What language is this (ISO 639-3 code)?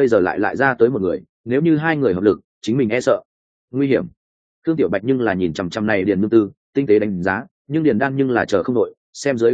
vie